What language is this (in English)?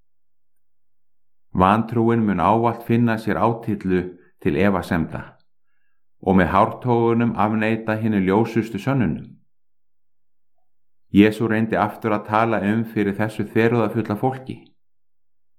Icelandic